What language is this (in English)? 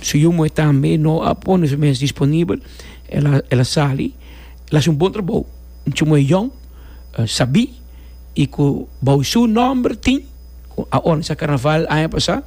Papiamento